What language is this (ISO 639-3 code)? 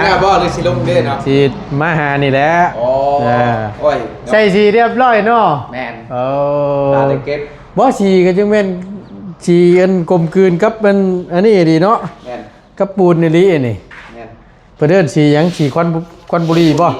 tts